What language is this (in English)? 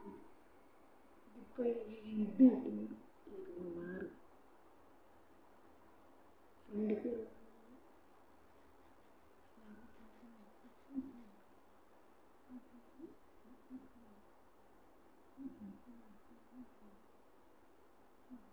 Malayalam